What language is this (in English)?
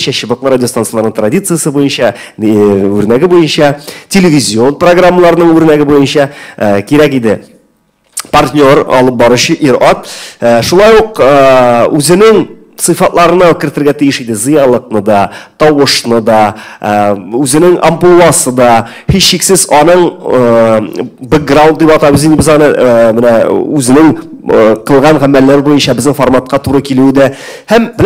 Tatar